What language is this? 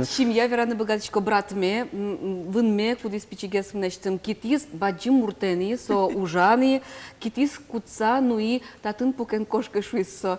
Udmurt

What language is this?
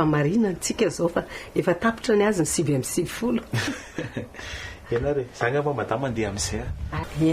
Malagasy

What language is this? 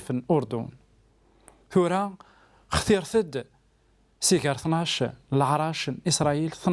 Kabyle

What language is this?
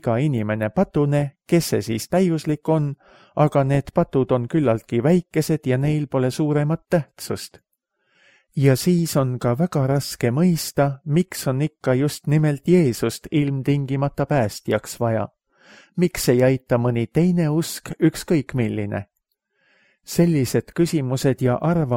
Estonian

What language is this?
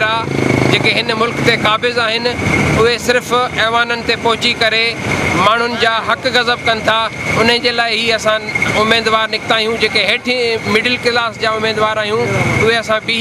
Sindhi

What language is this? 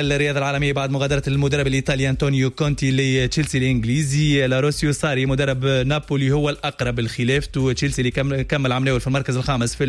Tunisian Arabic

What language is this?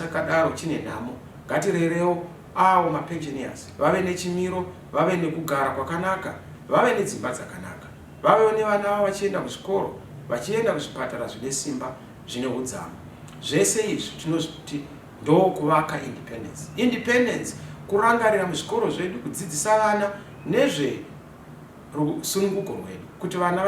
Shona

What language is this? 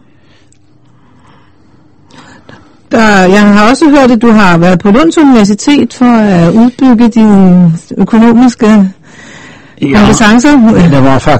Danish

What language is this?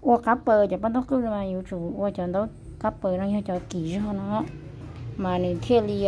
Hmong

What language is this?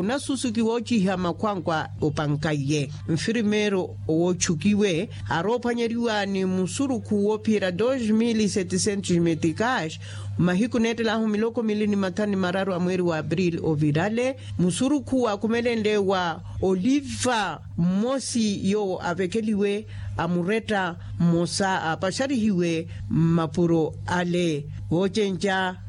Makhuwa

